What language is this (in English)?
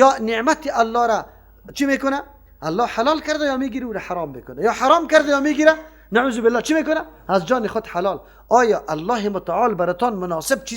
Persian